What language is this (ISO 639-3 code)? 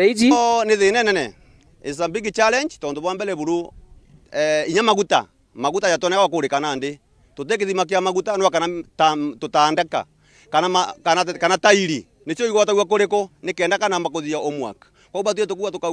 mer